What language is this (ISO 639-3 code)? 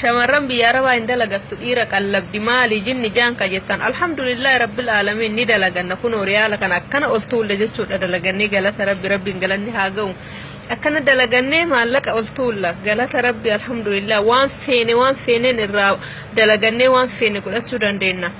orm